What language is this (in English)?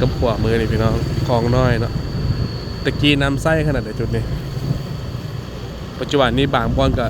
Lao